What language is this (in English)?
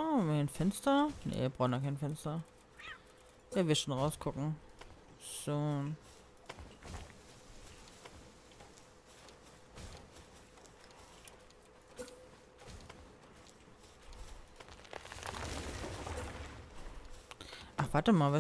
German